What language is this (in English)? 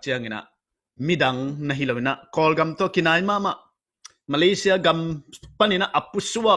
Tedim Chin